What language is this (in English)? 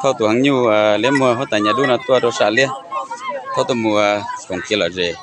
Hmong